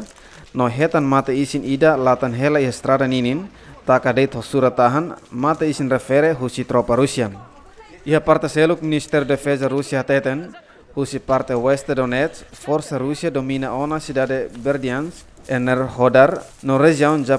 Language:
Tetum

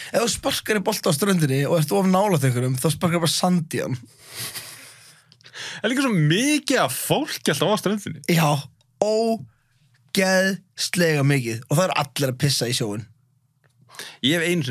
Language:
Icelandic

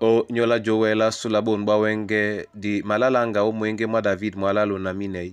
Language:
Duala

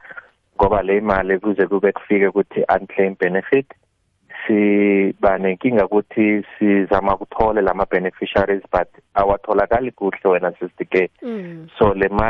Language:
South Ndebele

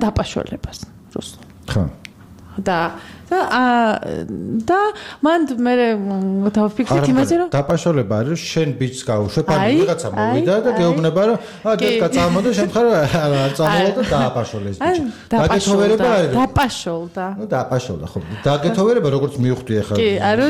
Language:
Georgian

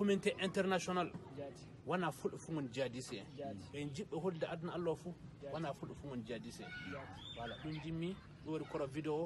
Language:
Fula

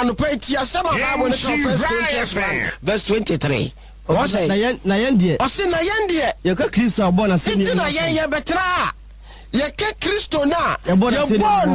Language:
Akan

